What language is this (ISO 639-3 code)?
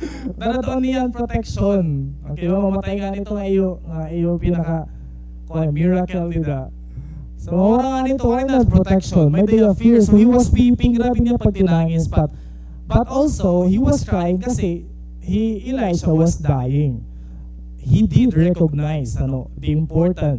war